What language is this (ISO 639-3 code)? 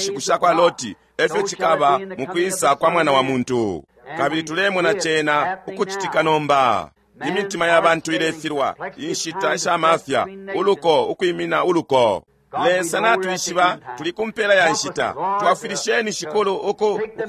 bem